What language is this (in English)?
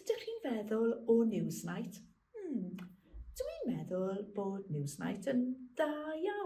Welsh